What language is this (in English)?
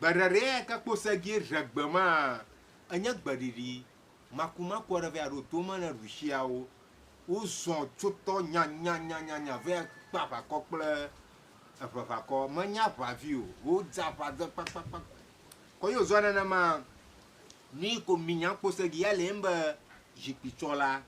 Ewe